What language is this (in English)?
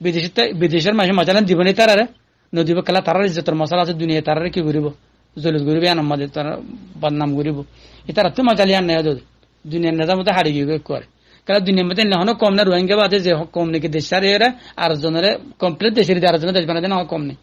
Rohingya